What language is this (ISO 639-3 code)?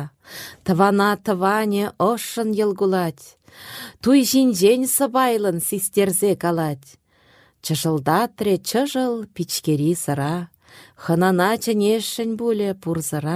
chv